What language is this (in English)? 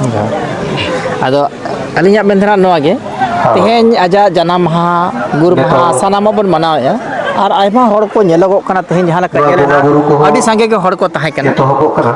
Santali